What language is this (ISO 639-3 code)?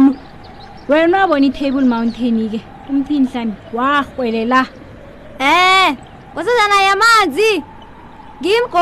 nbl